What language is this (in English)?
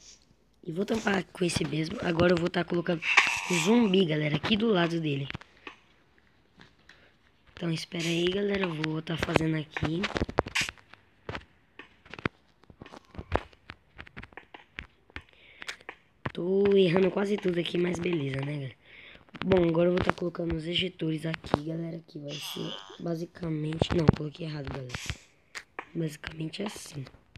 Portuguese